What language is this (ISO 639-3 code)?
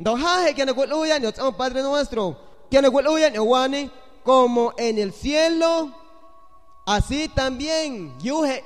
azg